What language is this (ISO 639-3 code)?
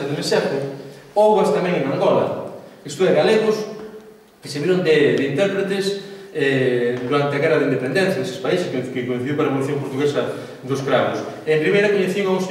glg